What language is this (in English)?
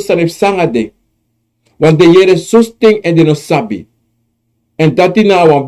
Sranan Tongo